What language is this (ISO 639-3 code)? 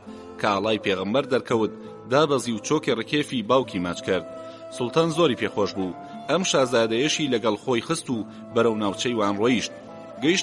ckb